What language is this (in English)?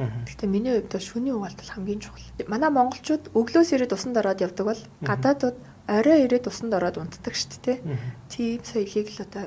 Mongolian